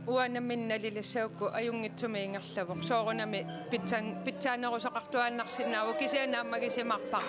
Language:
Kalaallisut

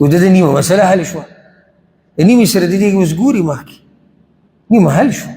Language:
Pashto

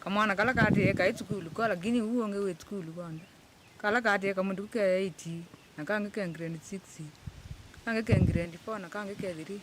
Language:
Kamba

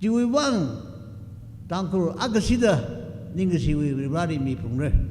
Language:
Tangkhul Naga (India)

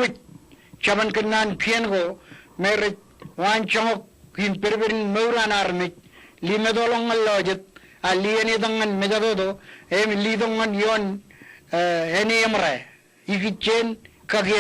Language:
Marshallese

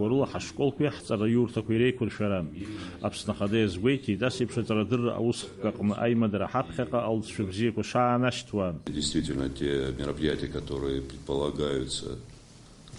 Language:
Abkhazian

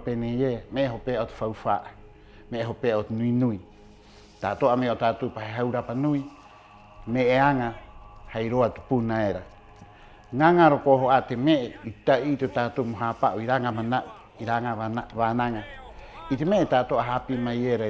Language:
Rapanui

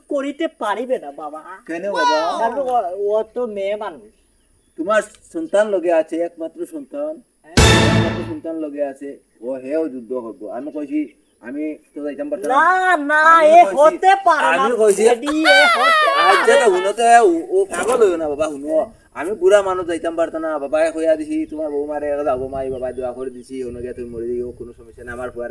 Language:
Sylheti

